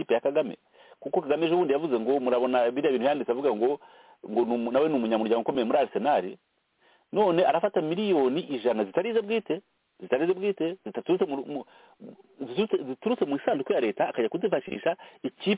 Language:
Kinyarwanda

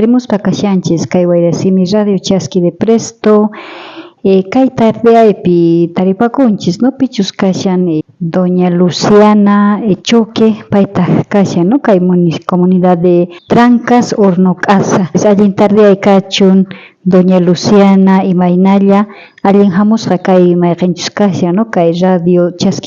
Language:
South Bolivian Quechua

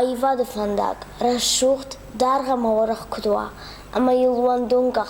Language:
Ossetic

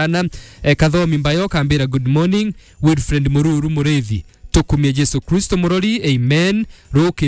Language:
Meru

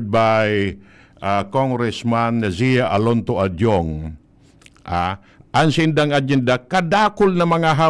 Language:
Bikol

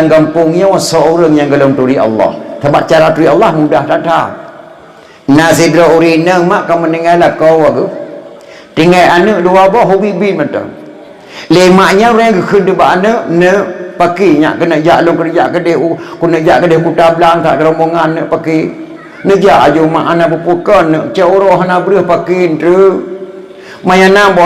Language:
Achinese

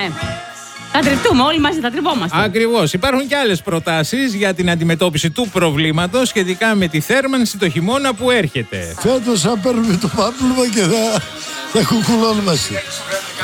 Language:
Greek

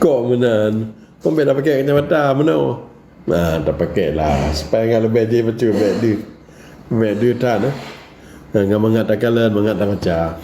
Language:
Achinese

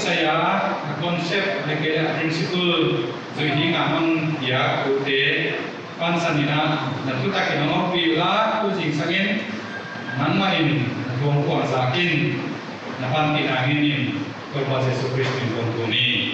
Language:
Paite Chin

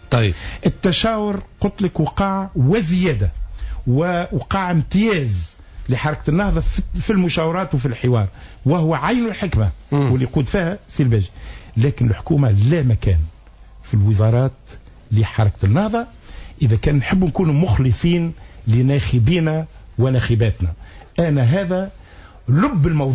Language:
Tunisian Arabic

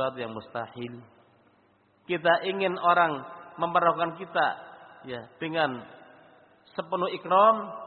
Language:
Indonesian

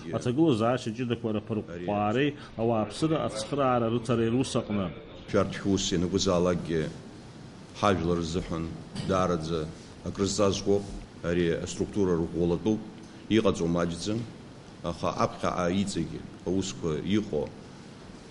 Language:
Abkhazian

